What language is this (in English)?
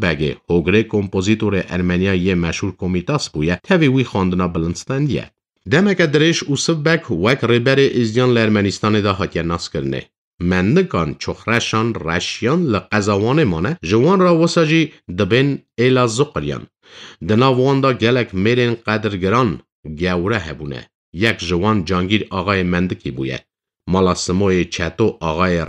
Kurdish